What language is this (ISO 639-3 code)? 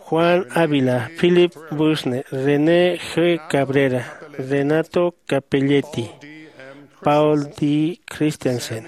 aym